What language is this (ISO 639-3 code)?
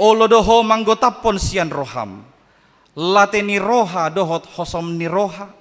bbc